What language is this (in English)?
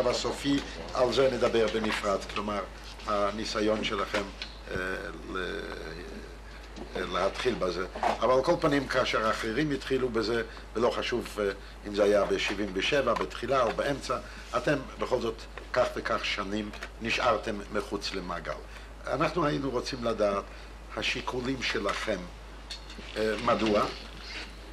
Hebrew